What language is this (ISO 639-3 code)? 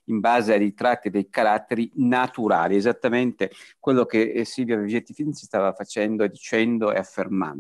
ita